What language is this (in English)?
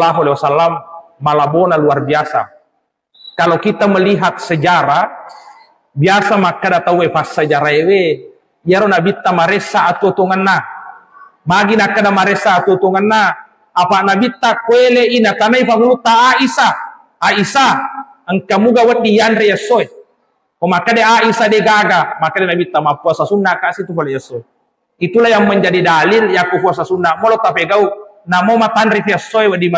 Buginese